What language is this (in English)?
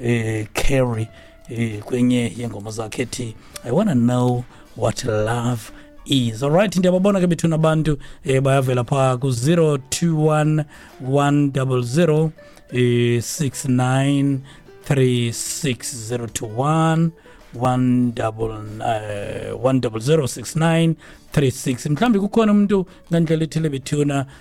Xhosa